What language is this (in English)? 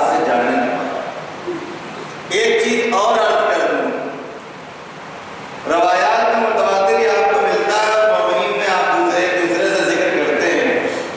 Urdu